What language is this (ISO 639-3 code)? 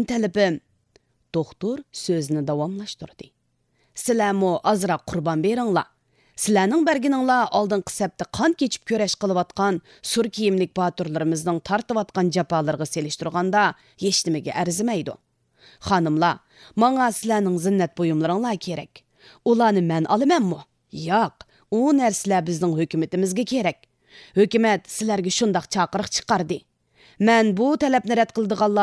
uig